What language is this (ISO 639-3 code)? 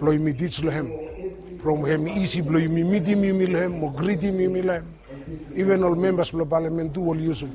bis